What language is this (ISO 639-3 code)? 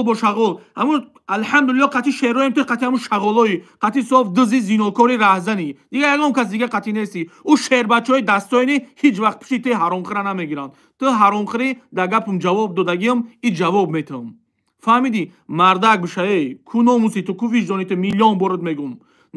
tgk